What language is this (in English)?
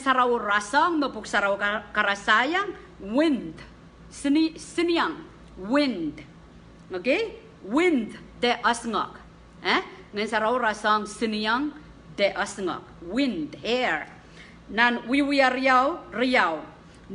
Pohnpeian